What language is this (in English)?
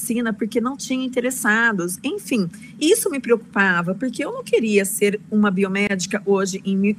Portuguese